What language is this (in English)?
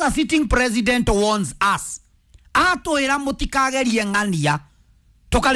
Kikuyu